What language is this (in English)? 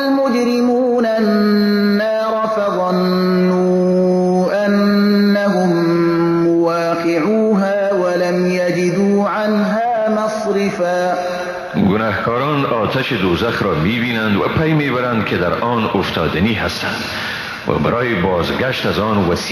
Persian